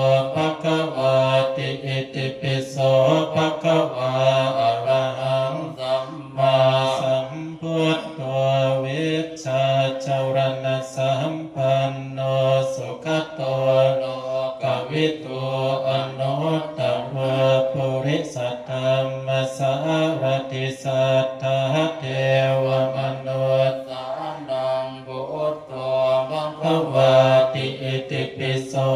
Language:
Pali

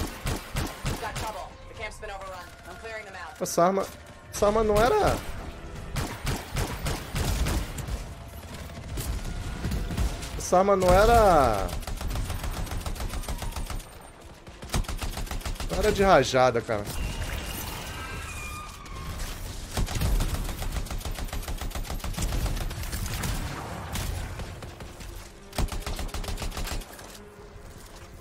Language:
Portuguese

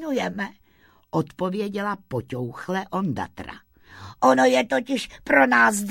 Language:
Czech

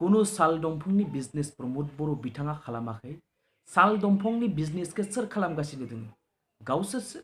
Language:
Bodo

